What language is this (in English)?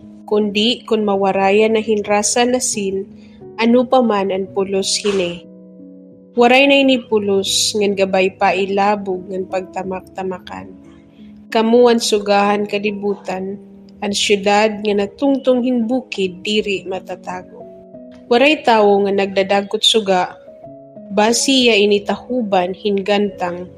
Waray